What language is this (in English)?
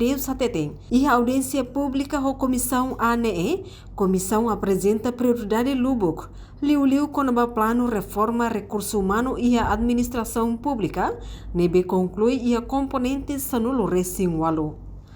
Tetum